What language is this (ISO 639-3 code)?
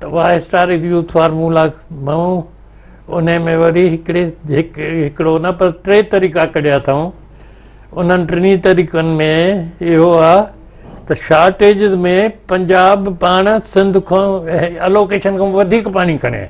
snd